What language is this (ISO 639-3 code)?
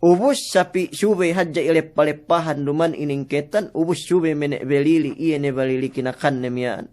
yka